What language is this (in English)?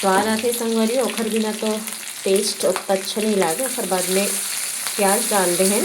Chhattisgarhi